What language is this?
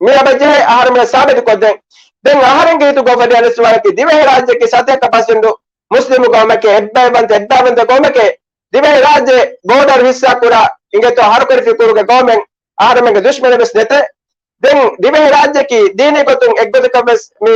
Divehi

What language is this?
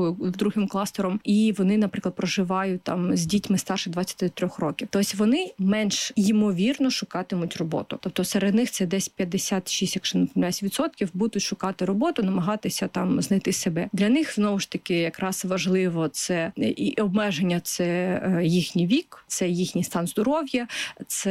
Ukrainian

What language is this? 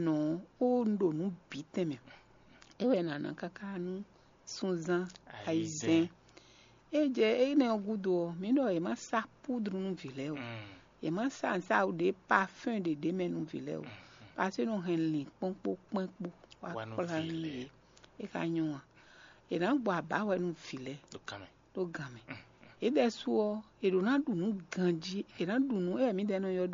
Fon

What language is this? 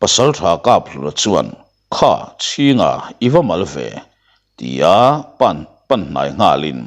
Mizo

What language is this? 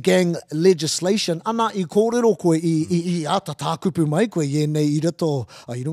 Māori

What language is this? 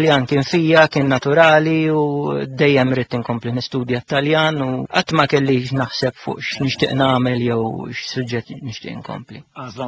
Maltese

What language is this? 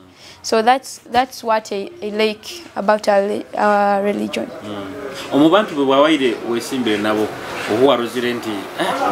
Nyoro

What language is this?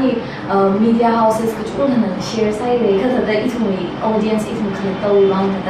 Tangkhul Naga (India)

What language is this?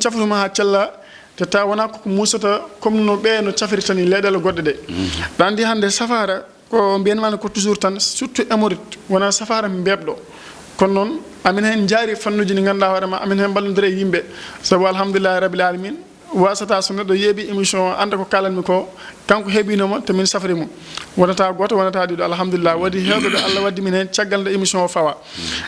Fula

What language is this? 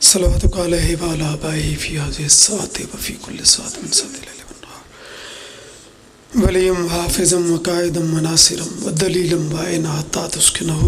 Pahari-Potwari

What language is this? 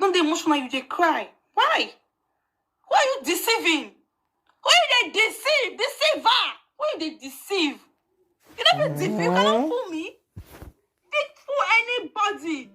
Nigerian Pidgin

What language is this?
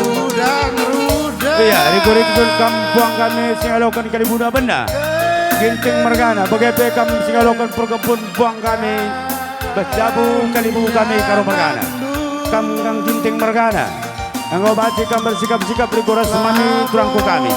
Batak Karo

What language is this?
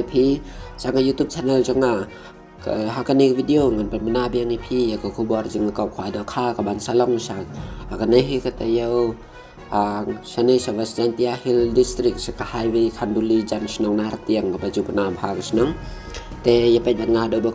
Khasi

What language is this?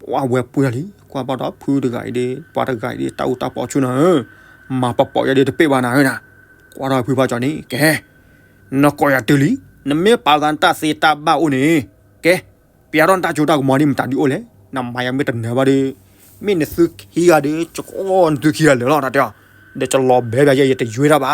S'gaw Karen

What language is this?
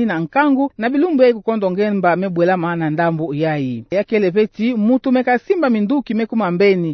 Kituba (Democratic Republic of Congo)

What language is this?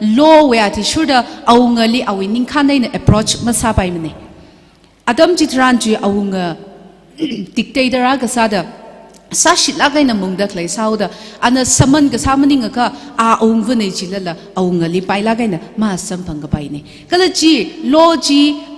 Tangkhul Naga (India)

